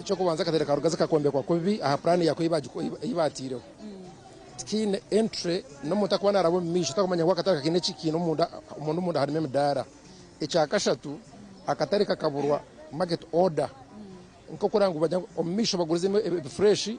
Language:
Nyankole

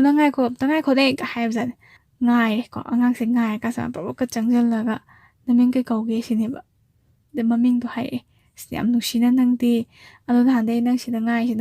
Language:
Manipuri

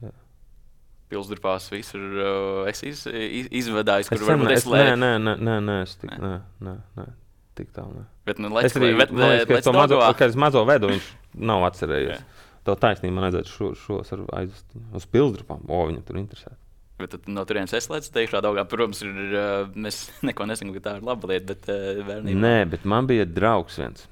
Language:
Latvian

